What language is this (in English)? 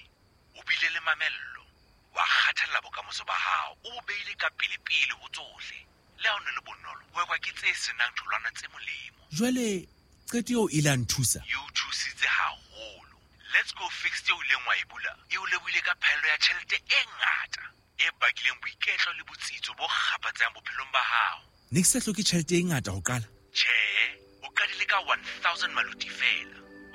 Southern Sotho